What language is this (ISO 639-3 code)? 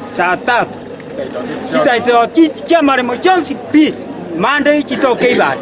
guz